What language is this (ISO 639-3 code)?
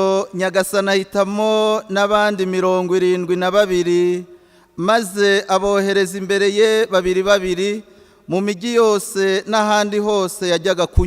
kin